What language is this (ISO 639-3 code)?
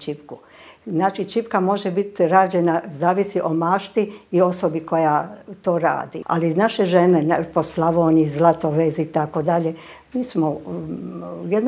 hrv